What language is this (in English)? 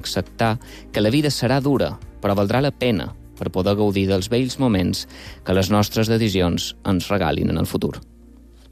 Catalan